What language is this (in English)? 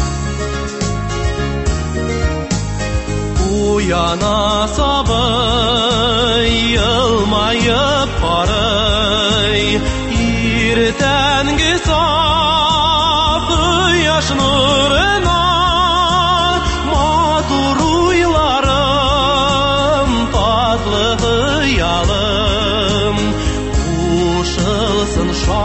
Tatar